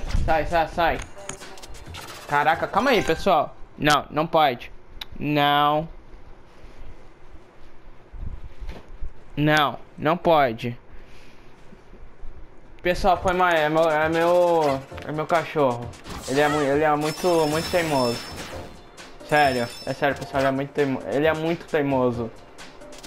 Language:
Portuguese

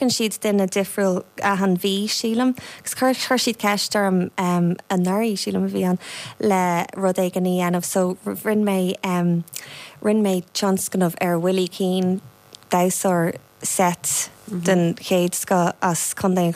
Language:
Irish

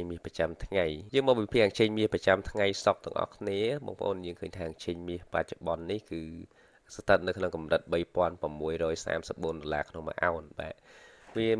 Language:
Khmer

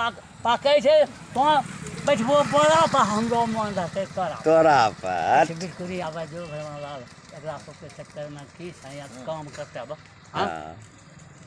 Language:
Angika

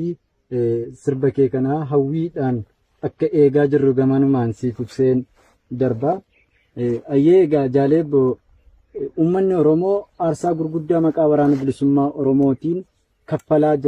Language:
Oromo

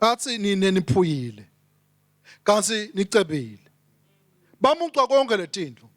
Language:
Swati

